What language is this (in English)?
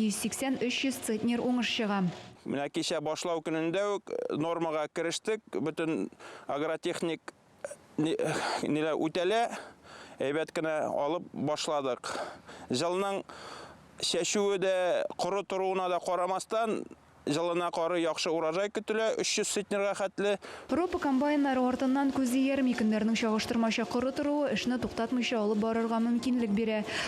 Tatar